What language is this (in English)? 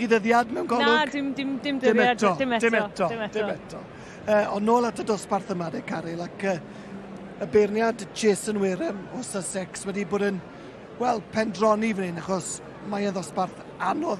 Welsh